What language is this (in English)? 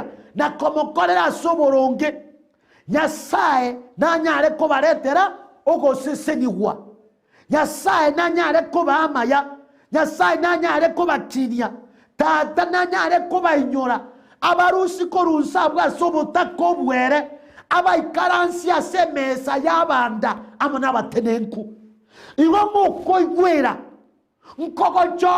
Gusii